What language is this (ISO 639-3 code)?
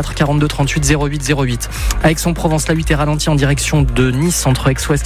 fra